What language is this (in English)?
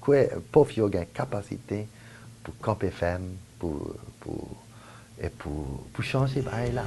Haitian Creole